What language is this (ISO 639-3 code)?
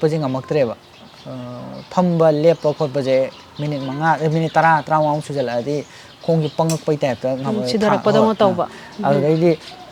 mni